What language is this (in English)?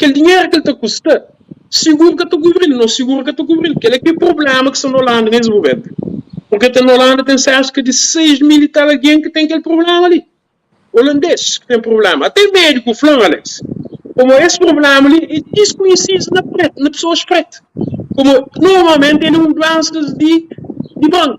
Kabuverdianu